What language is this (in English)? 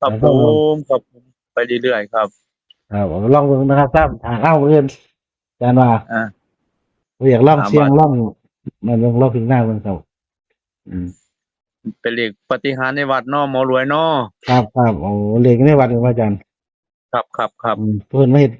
Northeastern Thai